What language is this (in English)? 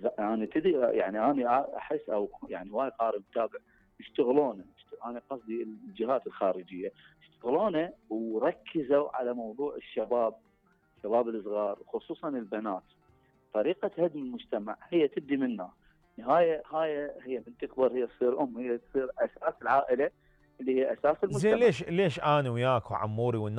Mesopotamian Arabic